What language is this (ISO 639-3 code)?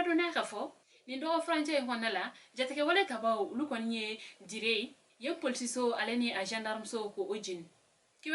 bam